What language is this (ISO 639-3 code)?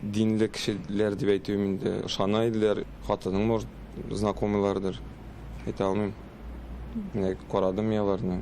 tat